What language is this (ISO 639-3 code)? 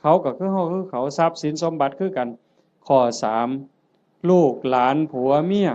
tts